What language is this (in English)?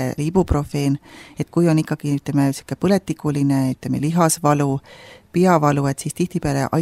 Estonian